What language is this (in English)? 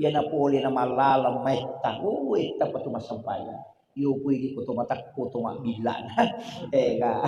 Buginese